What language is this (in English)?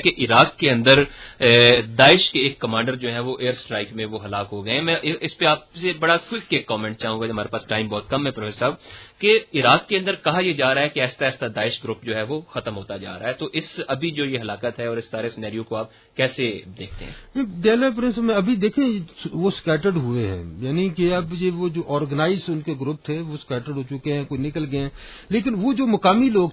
Urdu